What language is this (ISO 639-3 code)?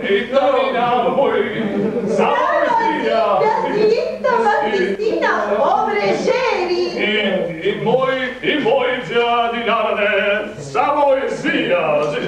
srd